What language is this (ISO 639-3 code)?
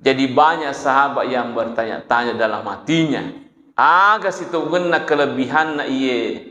bug